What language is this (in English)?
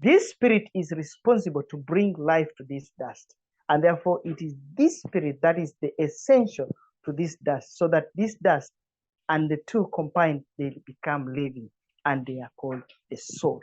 English